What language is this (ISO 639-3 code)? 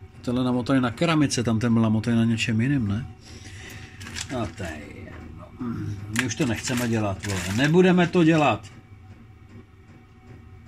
ces